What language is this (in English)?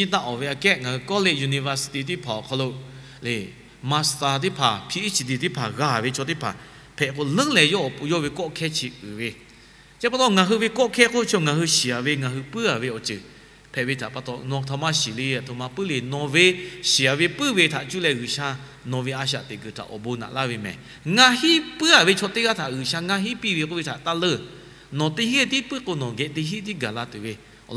Lahu